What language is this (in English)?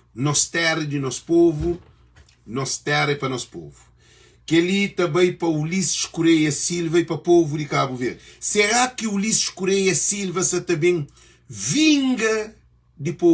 Kabuverdianu